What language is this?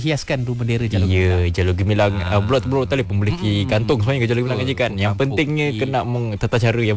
Malay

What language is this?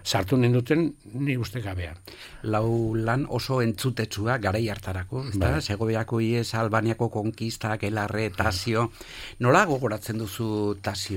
Basque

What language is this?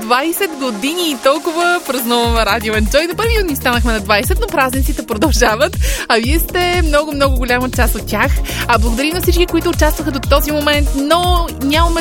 Bulgarian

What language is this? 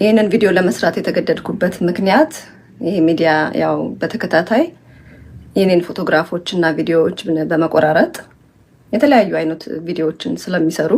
Amharic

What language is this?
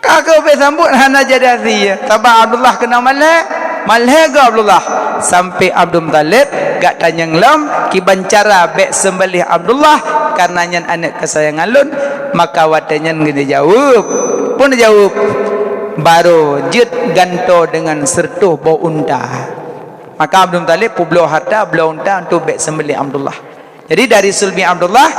Achinese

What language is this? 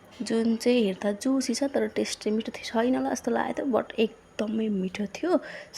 Nepali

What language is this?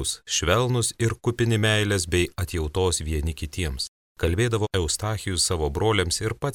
Lithuanian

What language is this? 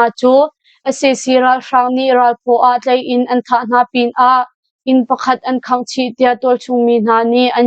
Hakha Chin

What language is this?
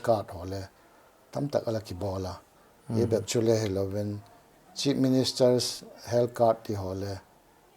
Paite Chin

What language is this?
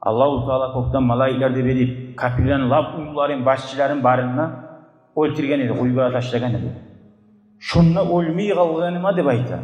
Kumyk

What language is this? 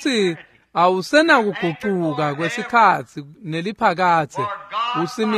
Swati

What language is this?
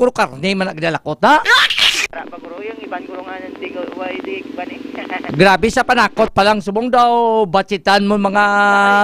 Hiligaynon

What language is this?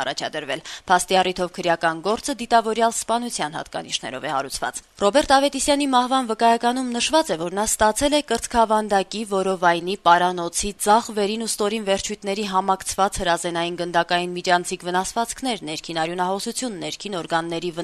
Armenian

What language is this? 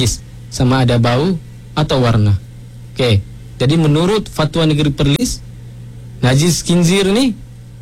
Malay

